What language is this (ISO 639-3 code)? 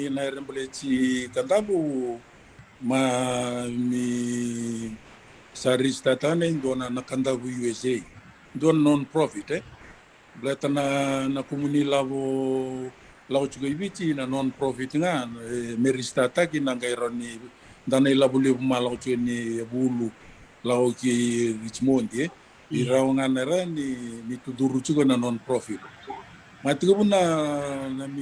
fij